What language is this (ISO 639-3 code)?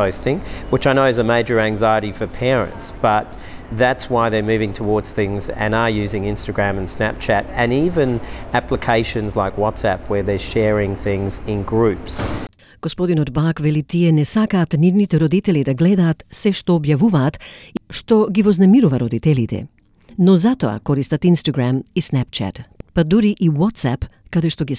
mkd